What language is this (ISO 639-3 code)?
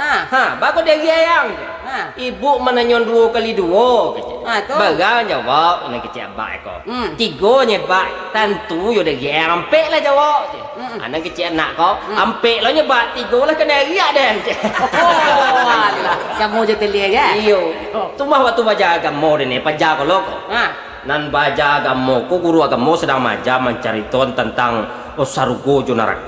min